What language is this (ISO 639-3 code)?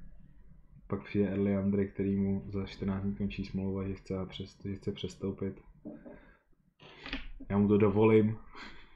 ces